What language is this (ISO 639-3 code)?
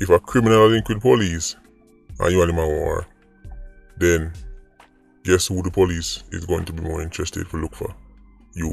jam